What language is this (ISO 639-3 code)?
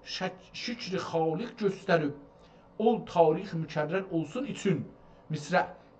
azb